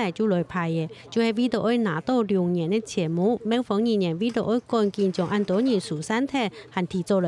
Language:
Hakka Chinese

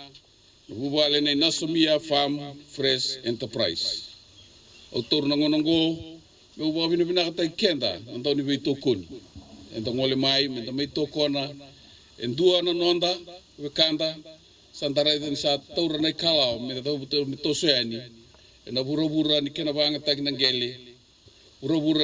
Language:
Fijian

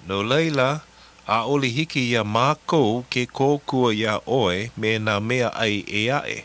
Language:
Hawaiian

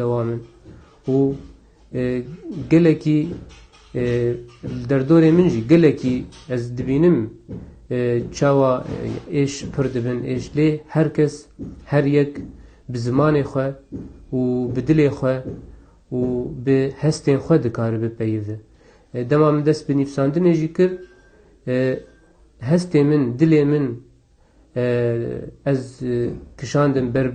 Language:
Kurdish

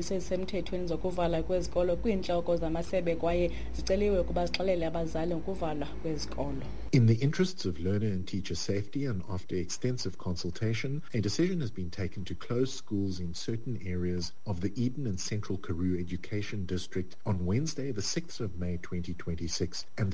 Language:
Xhosa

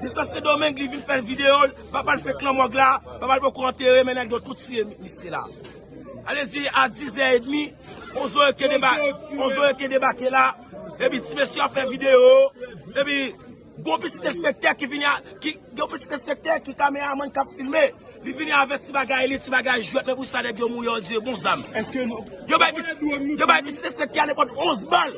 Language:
Haitian Creole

